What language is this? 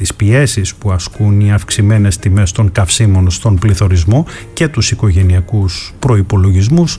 Greek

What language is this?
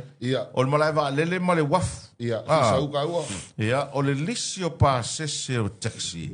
Samoan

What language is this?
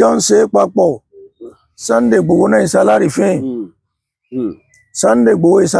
Yoruba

